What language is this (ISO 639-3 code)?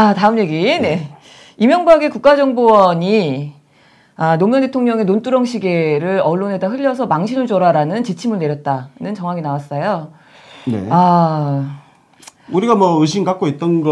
kor